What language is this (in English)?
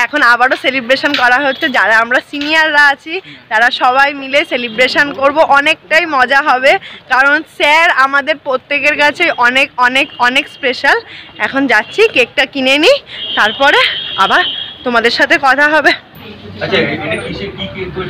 Bangla